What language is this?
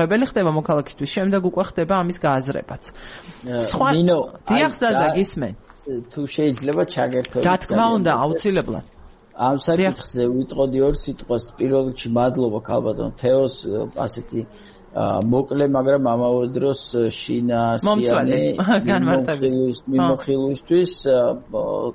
Georgian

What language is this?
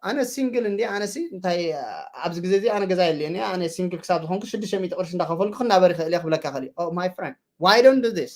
Tigrinya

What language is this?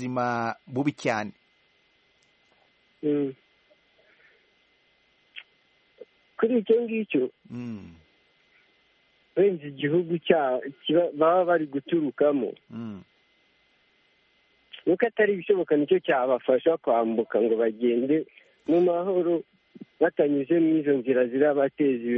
Kinyarwanda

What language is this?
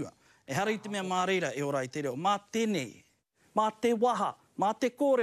Māori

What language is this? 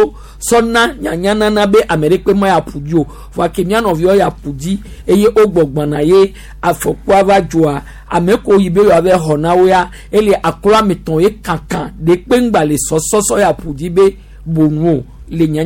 Gen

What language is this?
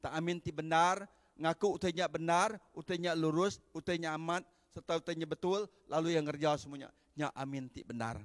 Iban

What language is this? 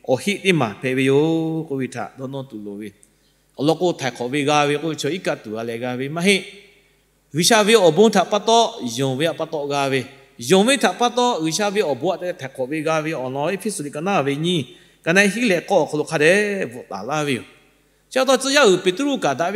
Lahu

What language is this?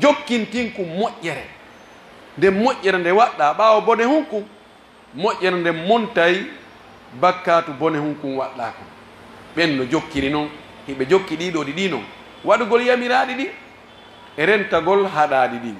Pular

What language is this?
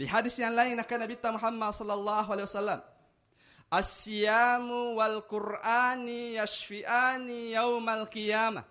Buginese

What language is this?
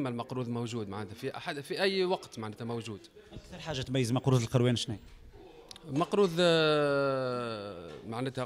Tunisian Arabic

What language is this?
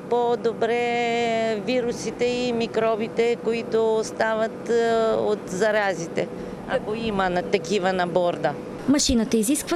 Bulgarian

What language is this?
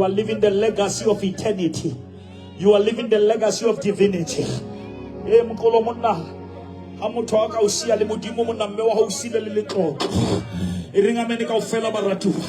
Southern Sotho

